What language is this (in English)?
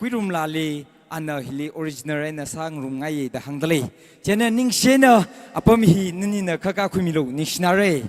Tangkhul Naga (India)